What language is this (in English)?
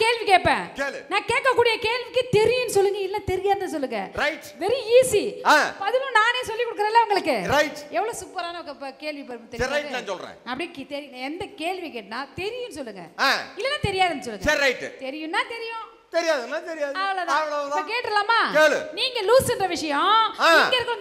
Tamil